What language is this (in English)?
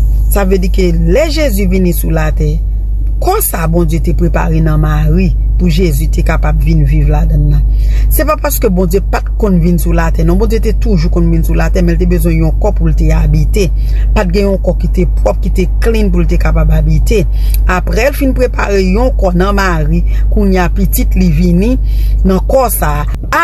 Haitian Creole